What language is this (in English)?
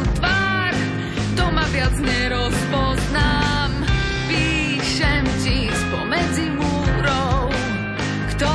Slovak